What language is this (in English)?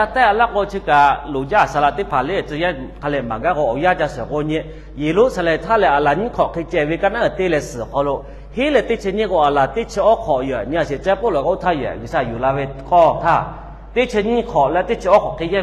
Lahu